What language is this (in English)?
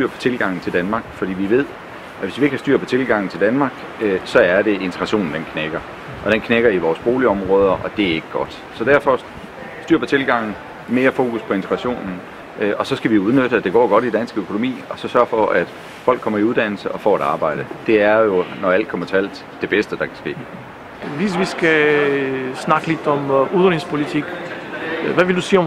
Danish